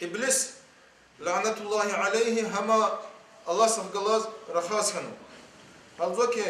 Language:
Lezghian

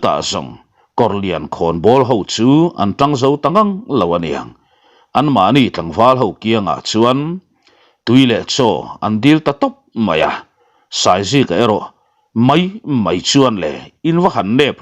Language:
Mizo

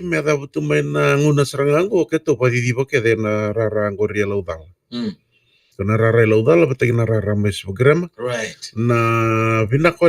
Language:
Fijian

